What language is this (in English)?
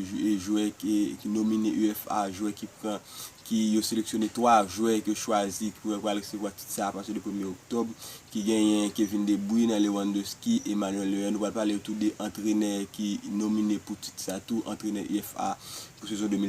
Haitian Creole